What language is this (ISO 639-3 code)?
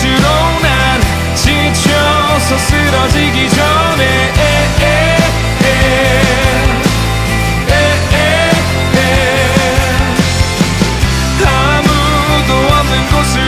kor